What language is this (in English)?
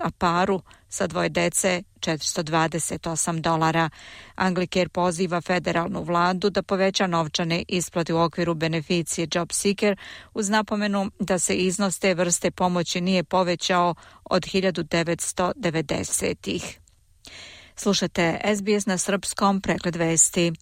Serbian